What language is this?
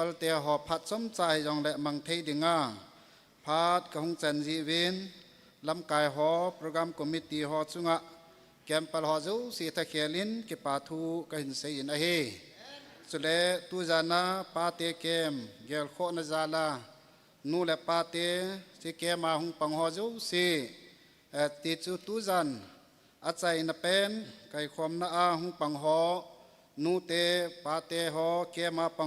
Thado Chin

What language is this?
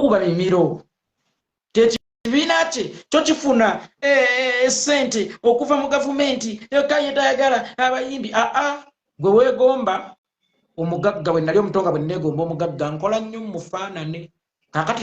Ganda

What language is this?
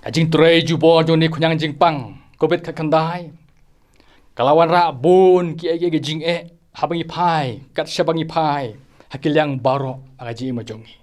Khasi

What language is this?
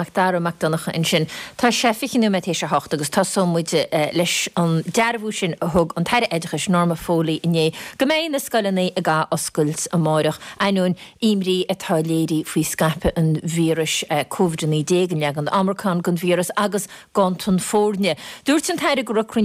Irish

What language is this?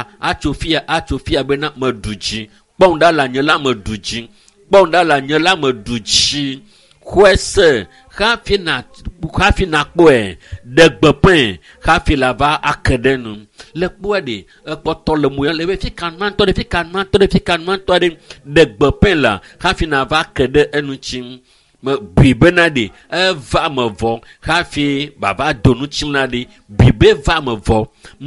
Ewe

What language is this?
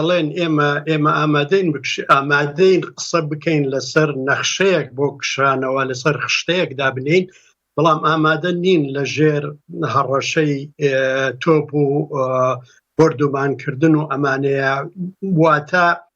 Central Kurdish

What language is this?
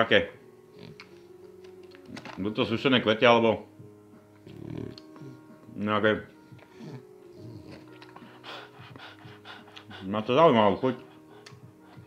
Slovak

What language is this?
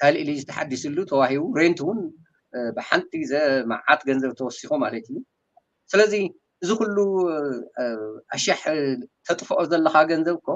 Tigrinya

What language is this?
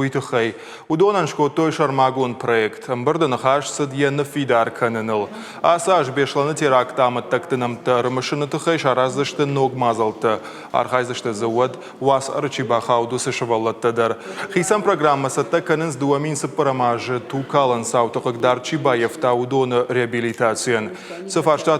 Ossetic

